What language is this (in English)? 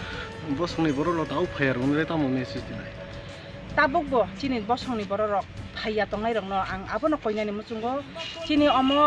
Kok Borok